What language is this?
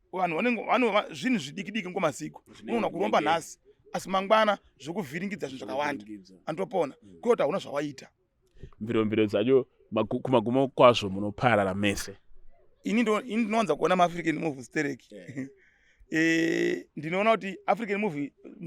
Shona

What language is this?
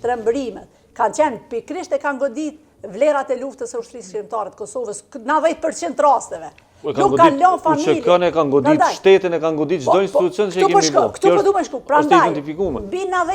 Albanian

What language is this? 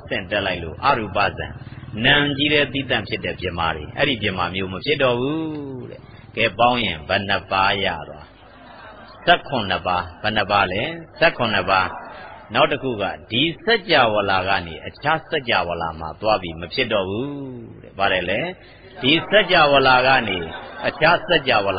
Burmese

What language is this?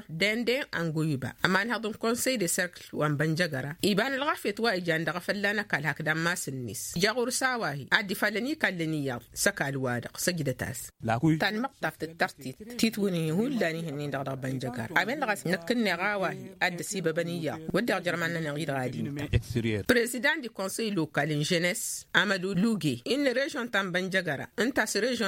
Tamasheq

